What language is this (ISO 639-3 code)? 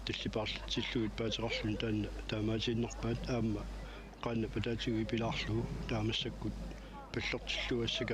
kal